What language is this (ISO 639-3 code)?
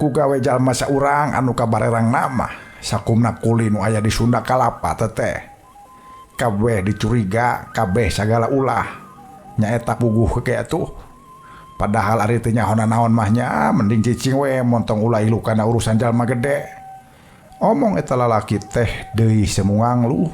sun